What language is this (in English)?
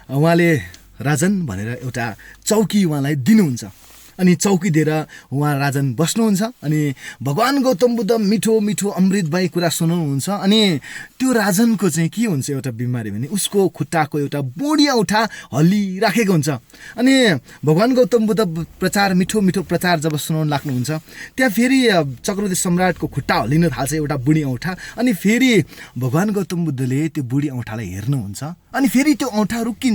Nepali